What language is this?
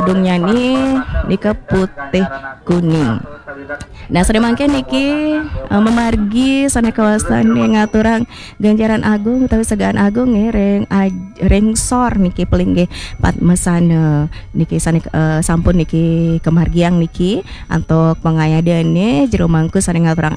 Balinese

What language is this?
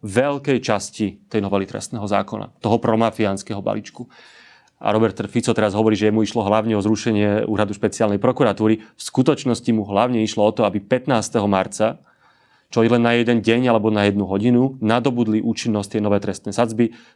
Slovak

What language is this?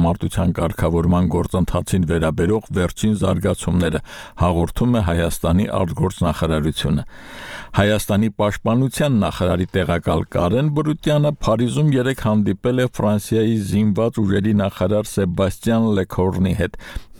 Armenian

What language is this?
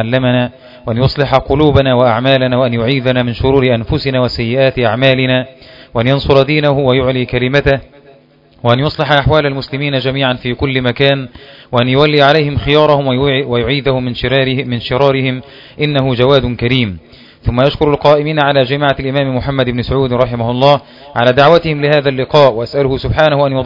Arabic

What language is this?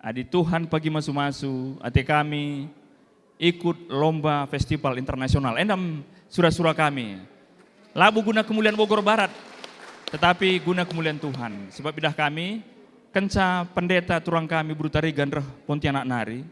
Batak Karo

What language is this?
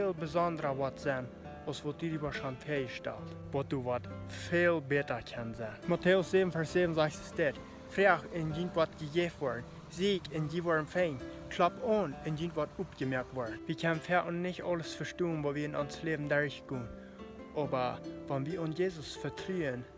Plautdietsch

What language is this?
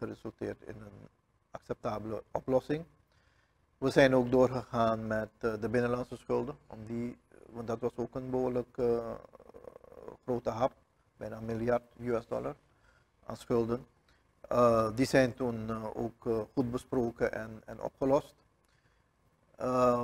Dutch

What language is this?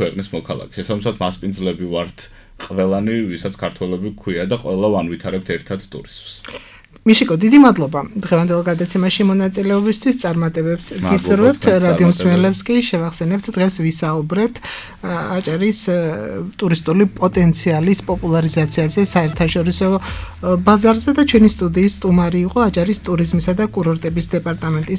Georgian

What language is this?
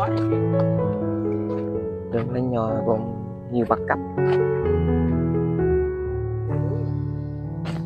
Vietnamese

